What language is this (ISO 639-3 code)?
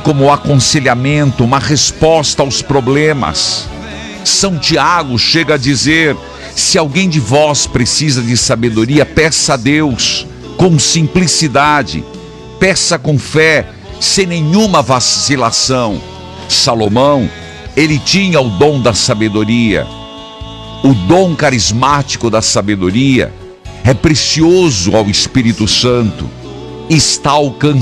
por